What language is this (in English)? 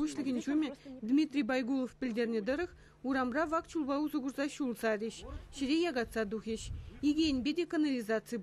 Chuvash